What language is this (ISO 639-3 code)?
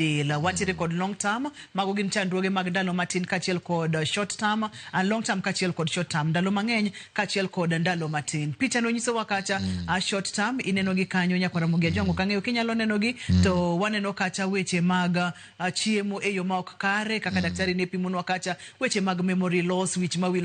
luo